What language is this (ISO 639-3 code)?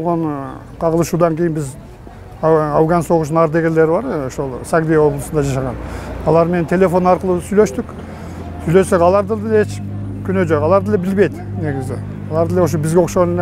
kir